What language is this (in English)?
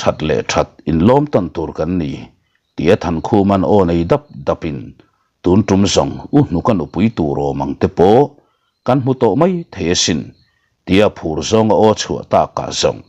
Mizo